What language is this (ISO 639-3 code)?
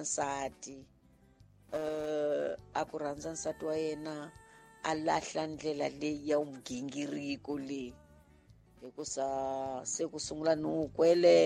tso